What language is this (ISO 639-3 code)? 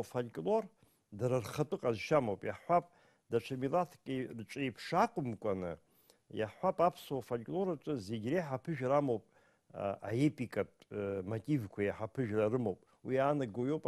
abk